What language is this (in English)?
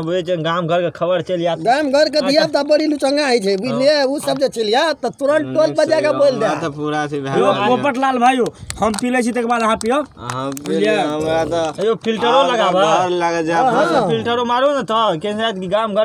Maithili